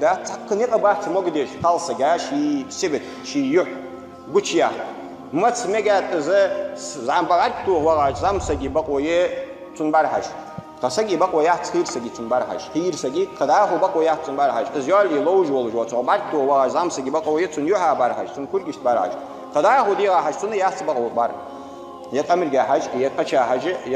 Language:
Ingush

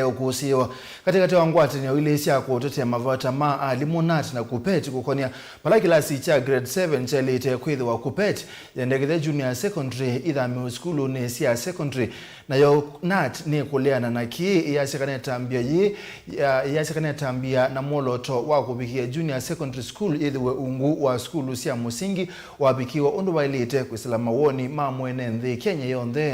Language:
Kamba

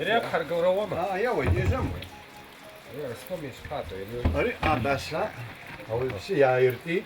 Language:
Abkhazian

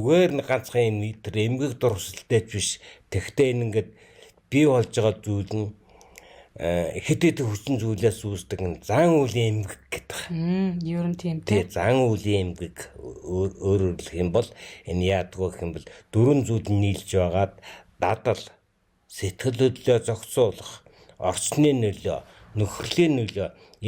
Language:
Mongolian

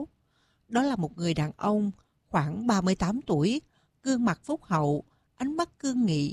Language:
Vietnamese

